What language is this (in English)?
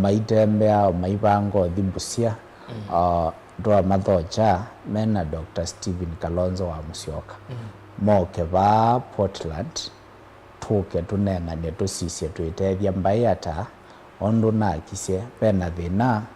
Kamba